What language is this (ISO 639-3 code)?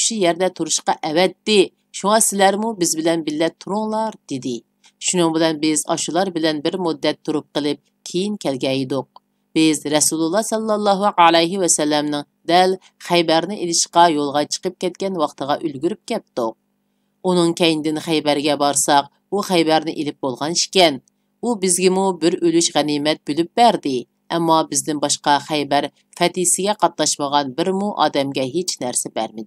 uig